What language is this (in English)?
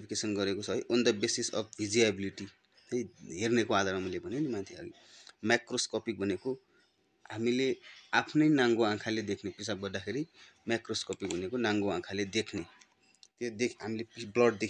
Nepali